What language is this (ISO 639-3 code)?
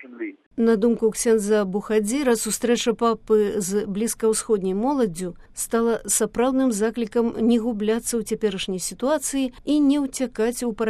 bel